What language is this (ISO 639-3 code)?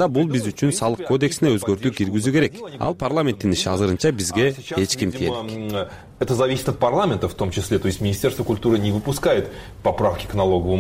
kir